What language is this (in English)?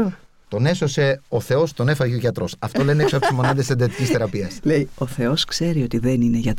Greek